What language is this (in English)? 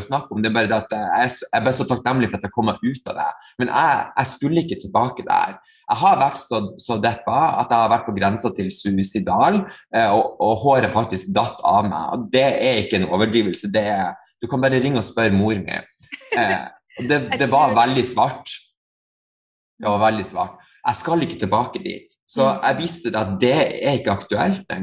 Norwegian